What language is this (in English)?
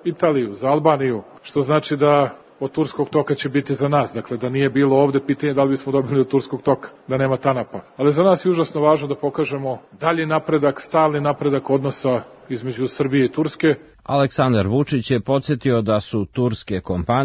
Serbian